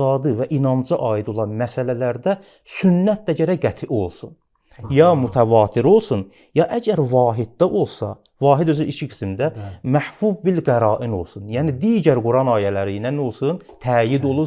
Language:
Azerbaijani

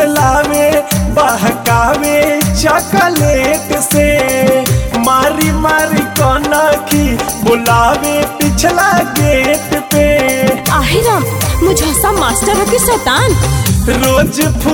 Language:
Bhojpuri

